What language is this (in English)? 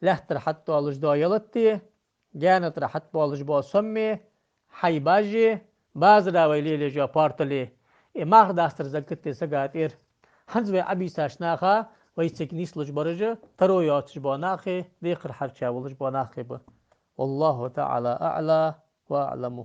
Ingush